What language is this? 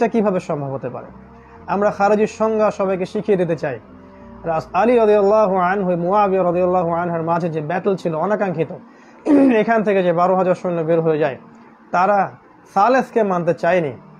Bangla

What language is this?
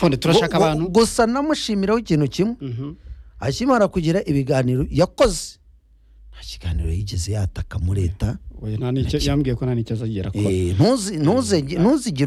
Kinyarwanda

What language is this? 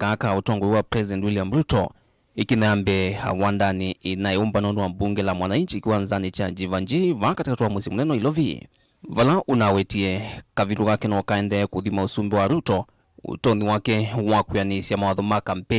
Kamba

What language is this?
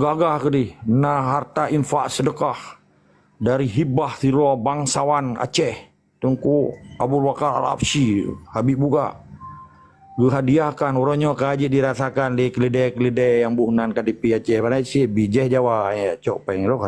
Achinese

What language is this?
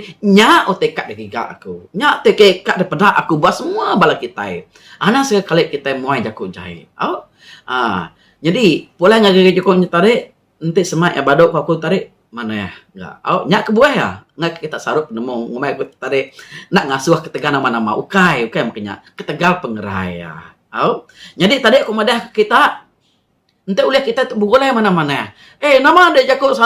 Iban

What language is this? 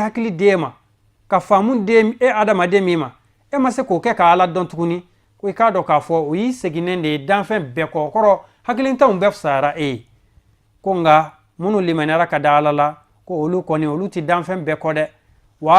Bambara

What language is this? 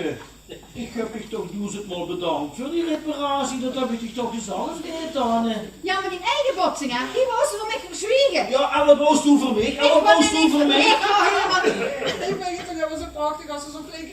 Limburgish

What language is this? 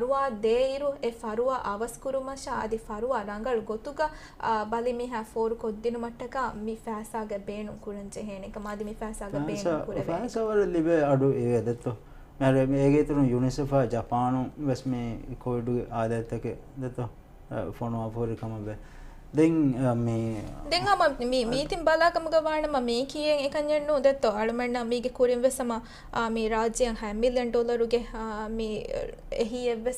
Divehi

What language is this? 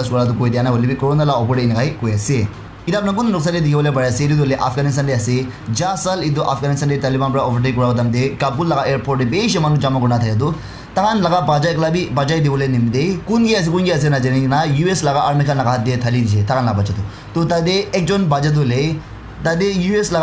Naga Pidgin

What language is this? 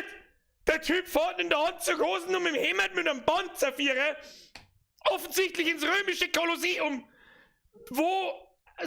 Bavarian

